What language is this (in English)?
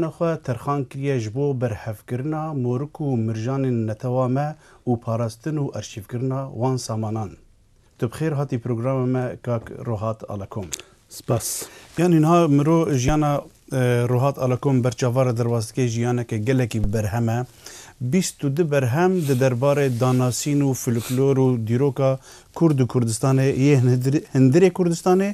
Kurdish